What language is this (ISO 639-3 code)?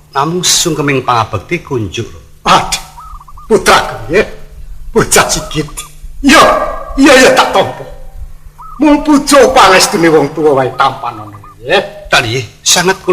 jav